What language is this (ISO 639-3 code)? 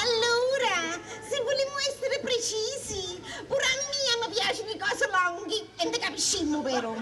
scn